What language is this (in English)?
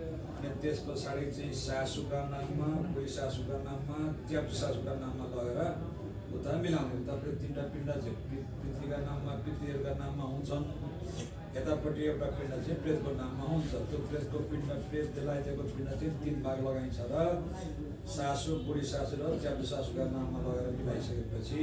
Nepali